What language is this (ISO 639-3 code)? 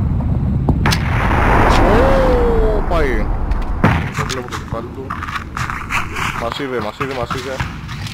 ell